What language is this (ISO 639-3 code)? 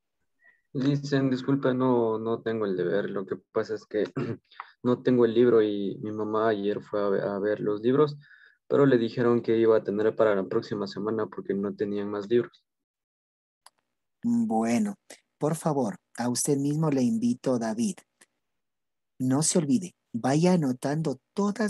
spa